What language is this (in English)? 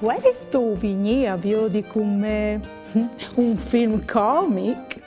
Friulian